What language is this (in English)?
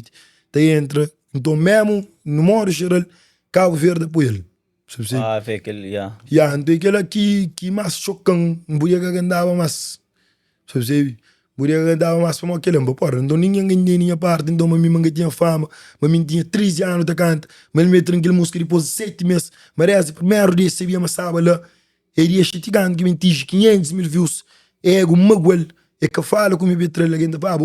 Kabuverdianu